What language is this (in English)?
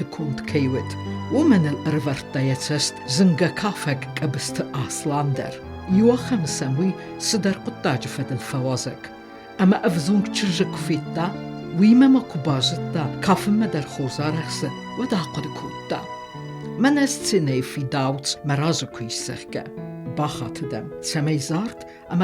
Ossetic